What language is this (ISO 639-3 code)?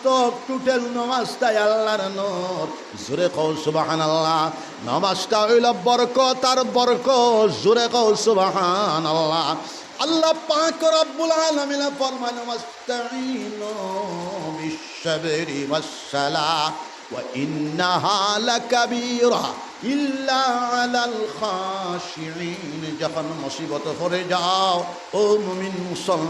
syl